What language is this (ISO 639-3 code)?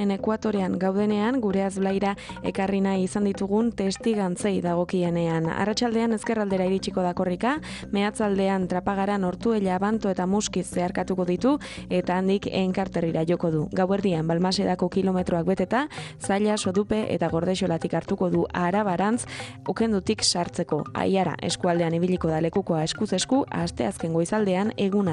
eus